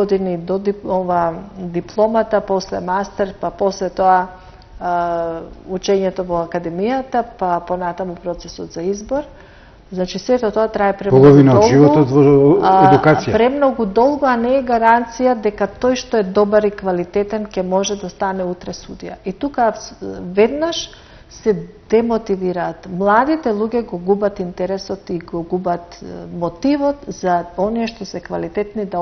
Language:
Macedonian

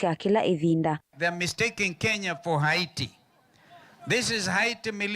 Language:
Kamba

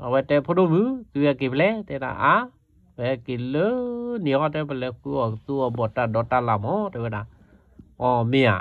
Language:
S'gaw Karen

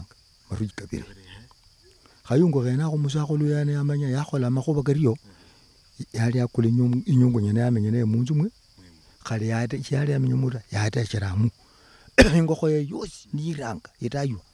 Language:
Luyia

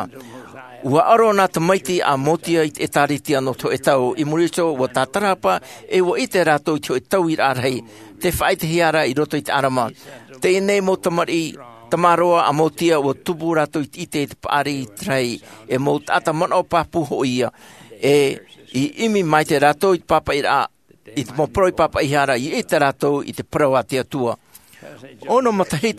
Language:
Tahitian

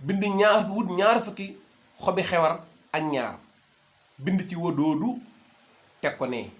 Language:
Wolof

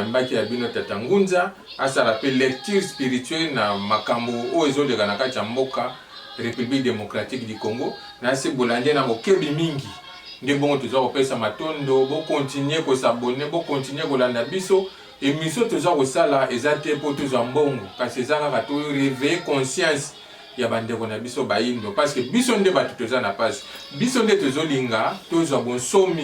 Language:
Lingala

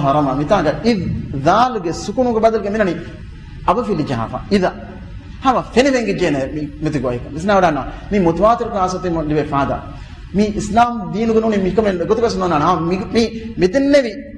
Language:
Divehi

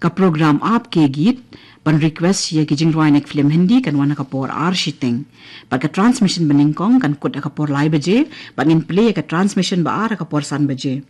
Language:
Khasi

